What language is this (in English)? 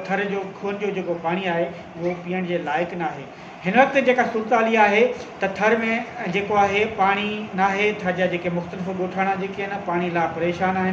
Sindhi